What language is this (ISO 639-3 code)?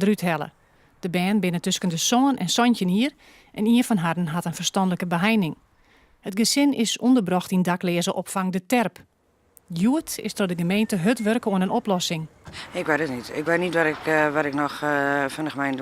fry